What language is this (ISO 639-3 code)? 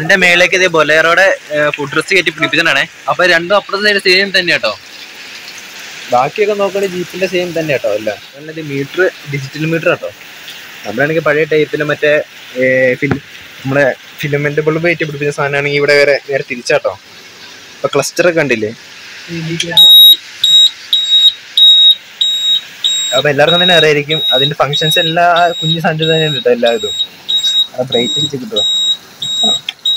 mal